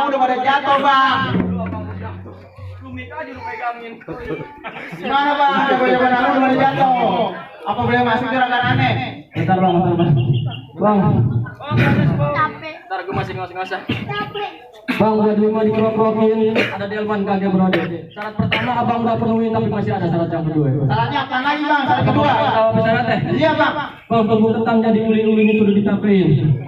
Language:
Betawi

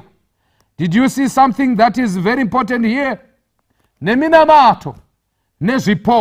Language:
Shona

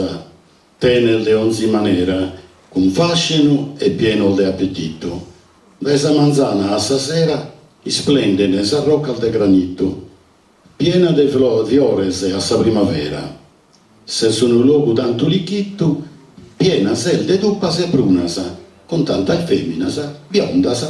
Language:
Sardinian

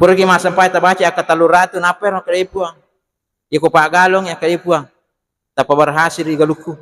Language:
Buginese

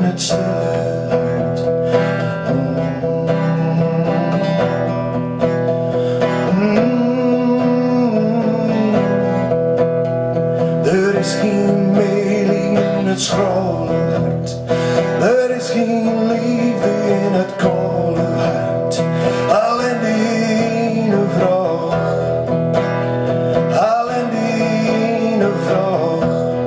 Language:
Dutch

